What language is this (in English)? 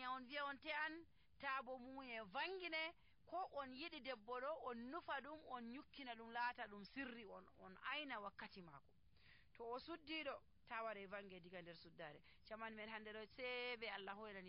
Nigerian Fulfulde